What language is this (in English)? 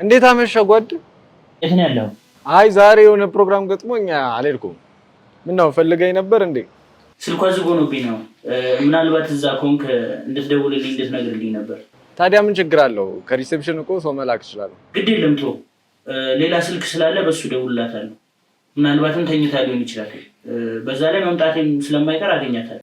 Amharic